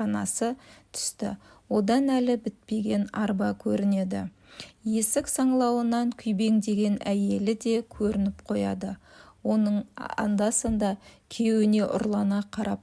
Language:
Kazakh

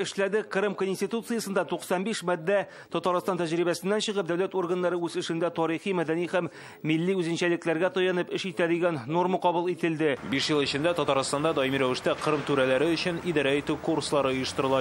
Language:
Tatar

